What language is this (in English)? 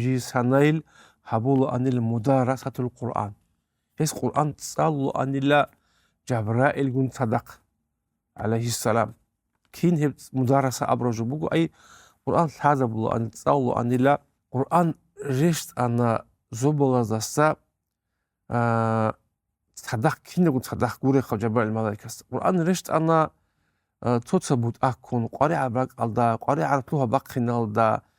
Avaric